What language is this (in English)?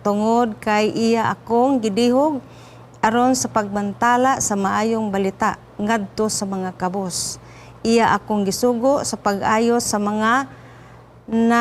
Cebuano